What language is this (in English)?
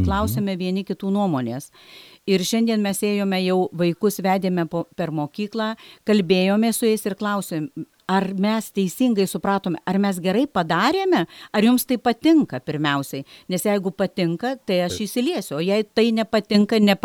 Lithuanian